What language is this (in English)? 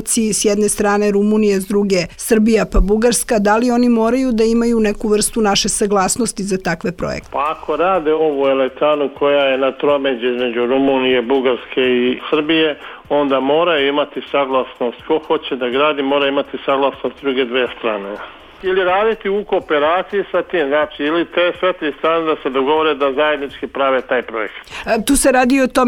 Serbian